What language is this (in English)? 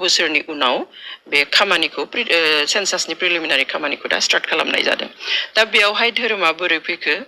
Bodo